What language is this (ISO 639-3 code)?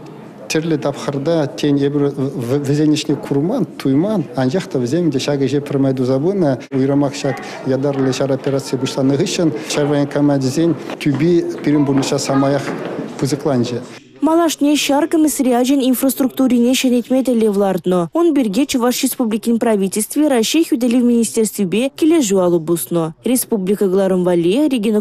chv